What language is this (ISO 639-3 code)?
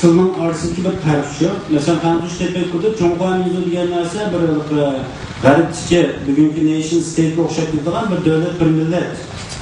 uig